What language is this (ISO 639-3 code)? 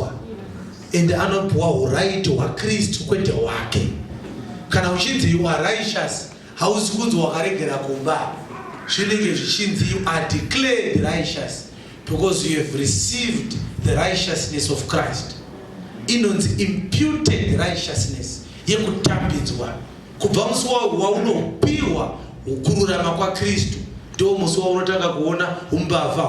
sna